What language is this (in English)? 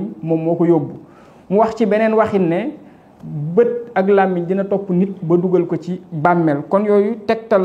Wolof